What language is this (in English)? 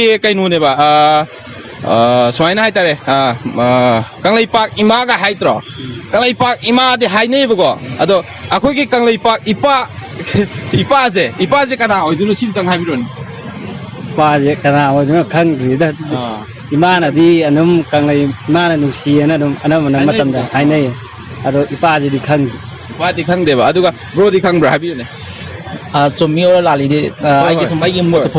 Manipuri